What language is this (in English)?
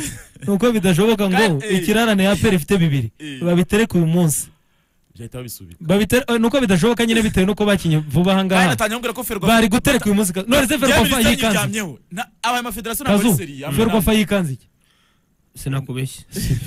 Kinyarwanda